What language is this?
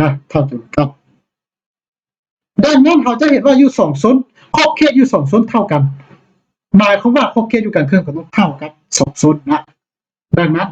Lao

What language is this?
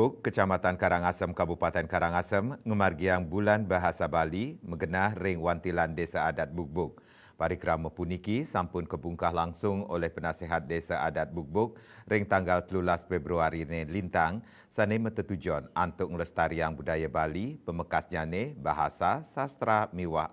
Balinese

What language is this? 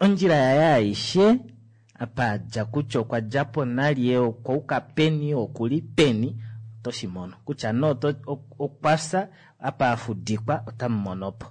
Kuanyama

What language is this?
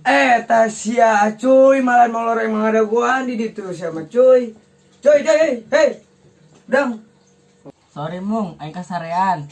Sundanese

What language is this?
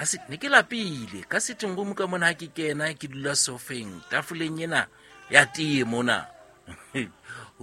Southern Sotho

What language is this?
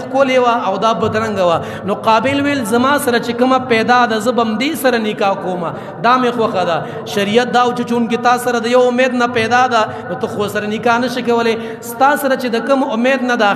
Pashto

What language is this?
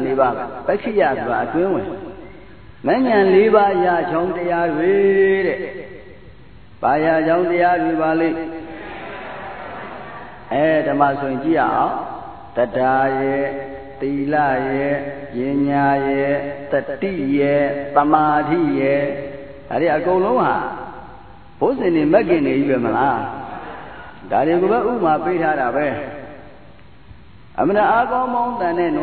Burmese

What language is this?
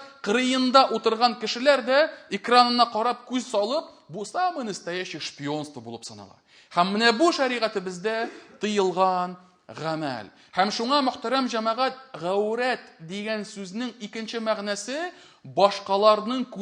Tatar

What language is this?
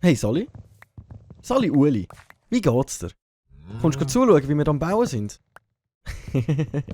Swiss German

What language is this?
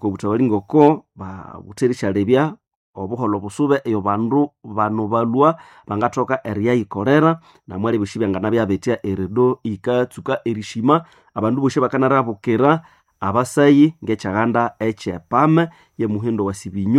Nande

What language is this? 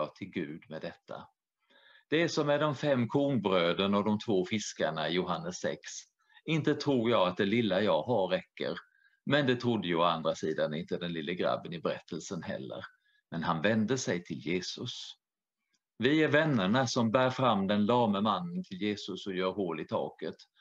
Swedish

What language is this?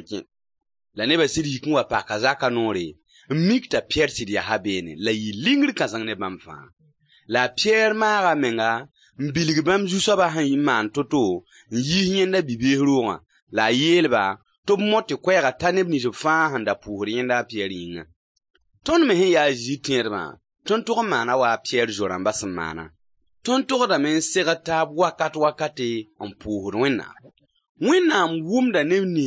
Mossi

